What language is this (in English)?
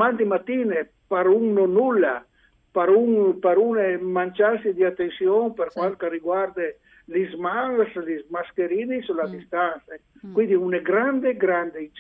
Friulian